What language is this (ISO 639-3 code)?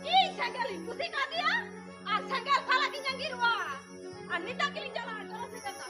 sat